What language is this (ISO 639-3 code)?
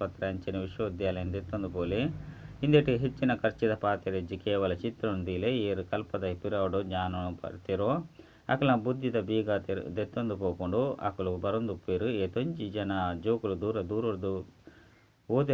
tcy